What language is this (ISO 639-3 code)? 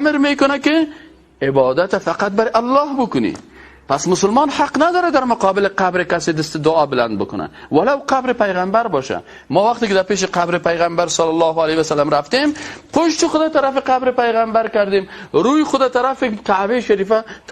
fas